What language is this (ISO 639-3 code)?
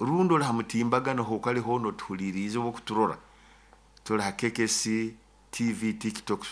nyo